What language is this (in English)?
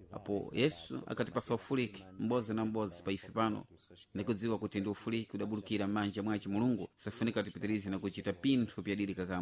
Sena